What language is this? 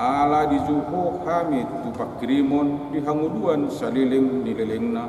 Batak Toba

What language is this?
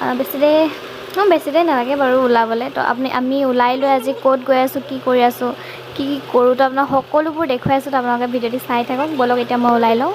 Assamese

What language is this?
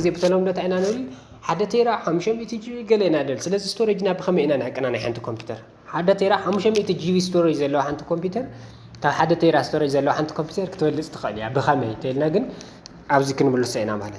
Tigrinya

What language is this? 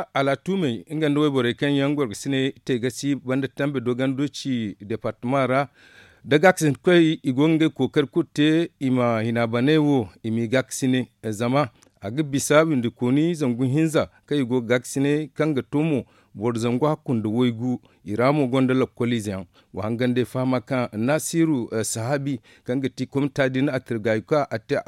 Zarma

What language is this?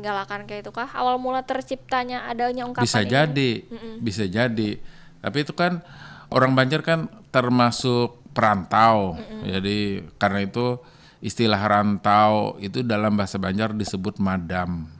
Banjar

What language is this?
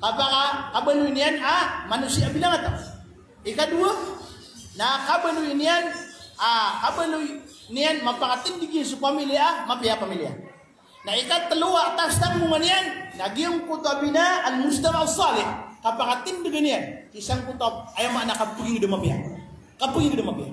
Maranao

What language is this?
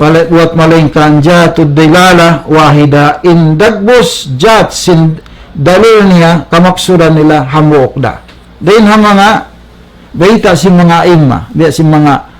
Tausug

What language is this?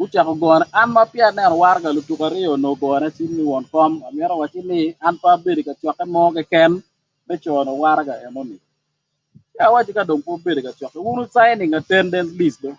Acoli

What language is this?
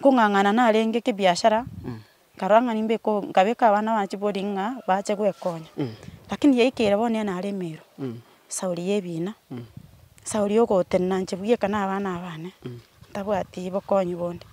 Gusii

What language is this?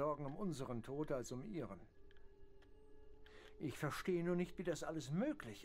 German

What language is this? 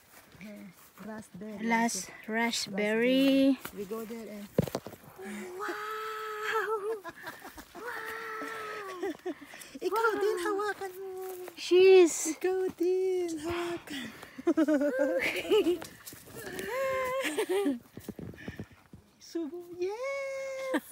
Filipino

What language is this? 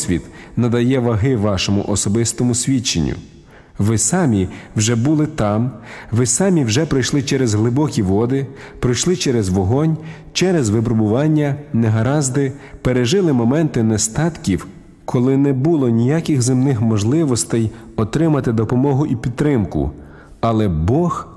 Ukrainian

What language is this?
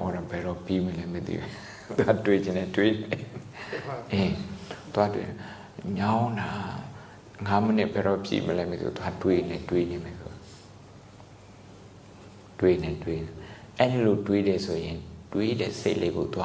Burmese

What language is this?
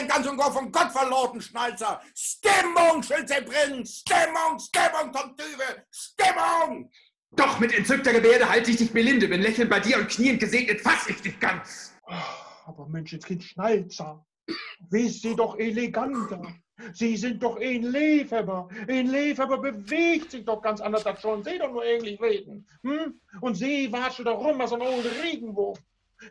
Low German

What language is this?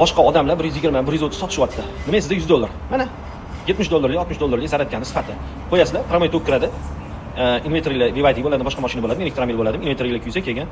Uzbek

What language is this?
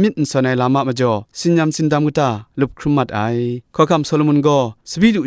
Kachin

